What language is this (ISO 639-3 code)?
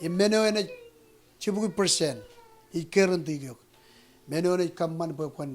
mah